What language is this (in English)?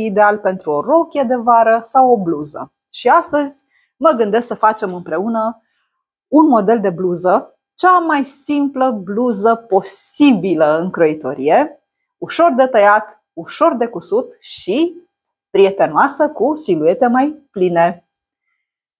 Romanian